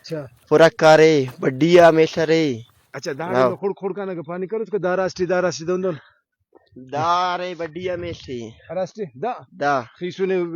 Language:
Brahui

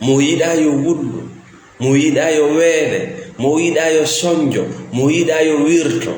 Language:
Fula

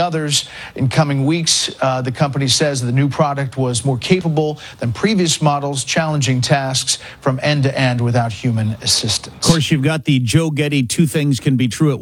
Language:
English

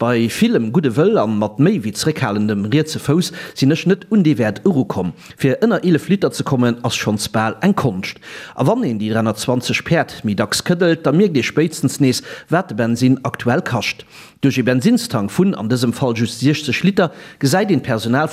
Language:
Luxembourgish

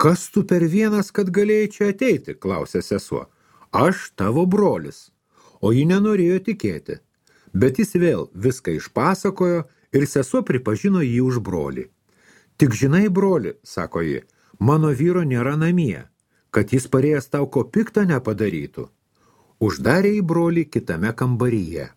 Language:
Lithuanian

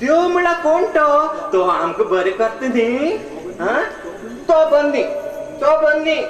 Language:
Konkani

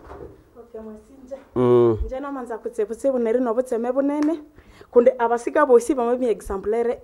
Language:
Nande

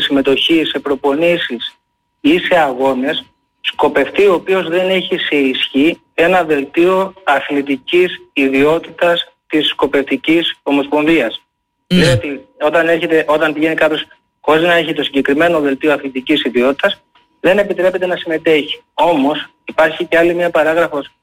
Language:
Greek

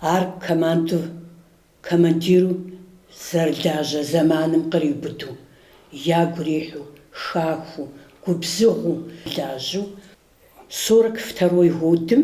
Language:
Kabardian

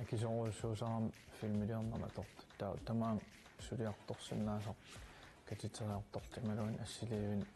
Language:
Kalaallisut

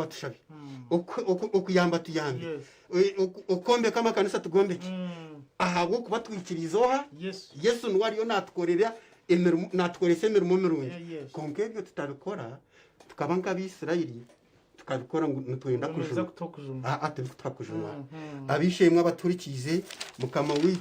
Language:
Nyankole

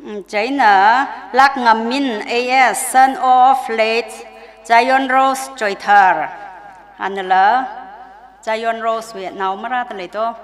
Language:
Tangkhul Naga (India)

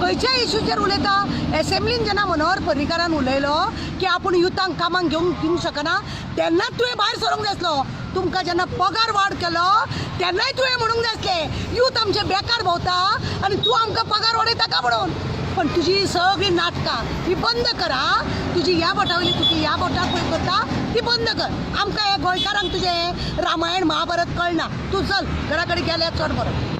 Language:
Konkani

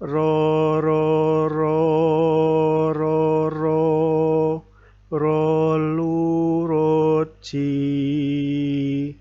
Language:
Javanese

